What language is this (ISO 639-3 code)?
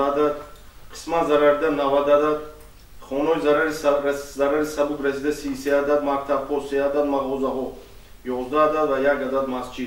tgk